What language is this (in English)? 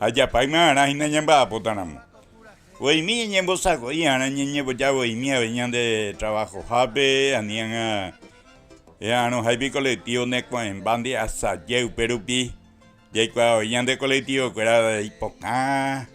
Guarani